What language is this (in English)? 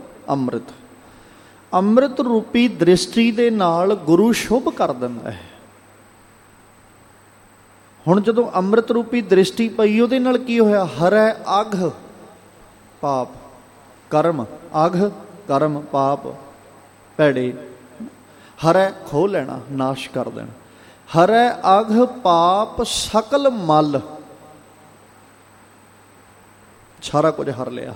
Punjabi